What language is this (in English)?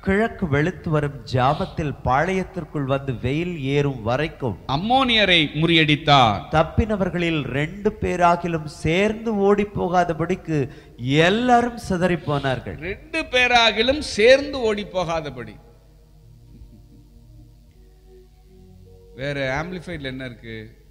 Tamil